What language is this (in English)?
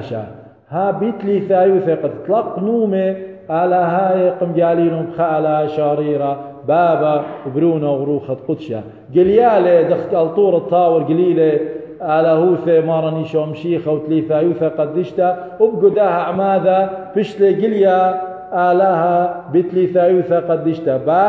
Assyrian Neo-Aramaic